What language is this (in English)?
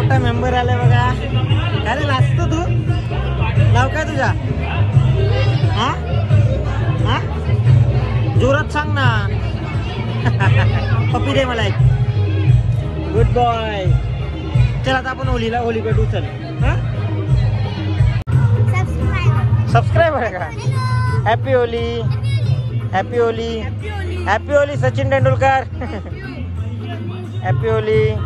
Marathi